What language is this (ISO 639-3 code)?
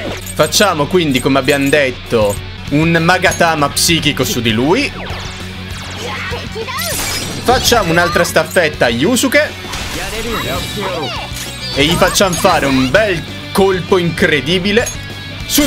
ita